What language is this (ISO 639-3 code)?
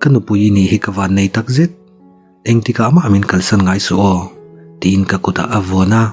lus